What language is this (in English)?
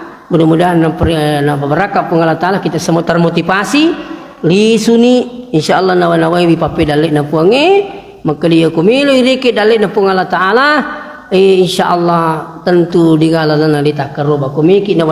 Buginese